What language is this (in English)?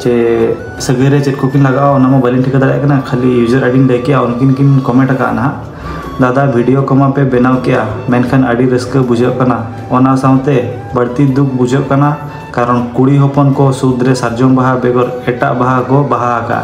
Santali